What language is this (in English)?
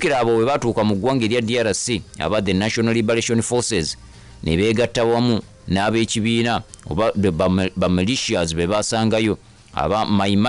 Ganda